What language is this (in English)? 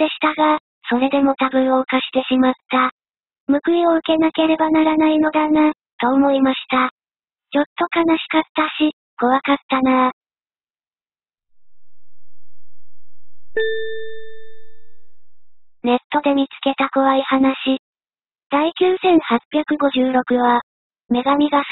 Japanese